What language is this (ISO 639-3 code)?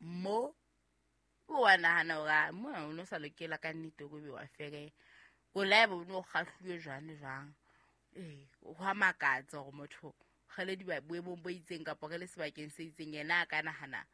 sot